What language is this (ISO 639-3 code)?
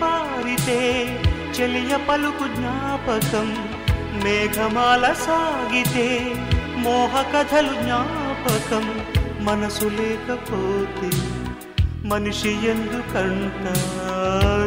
tel